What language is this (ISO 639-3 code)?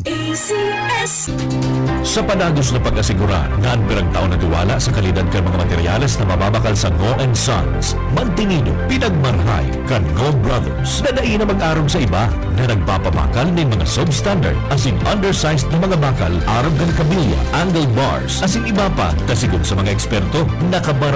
bik